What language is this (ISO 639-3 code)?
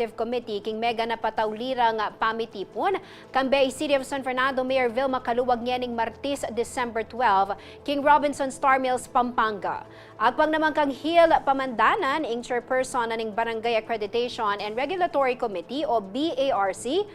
pam